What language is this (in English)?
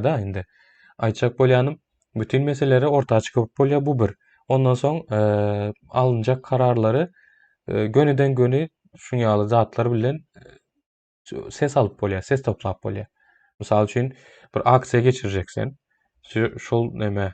Turkmen